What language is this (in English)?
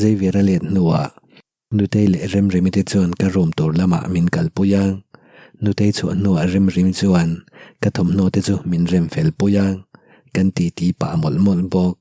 Mizo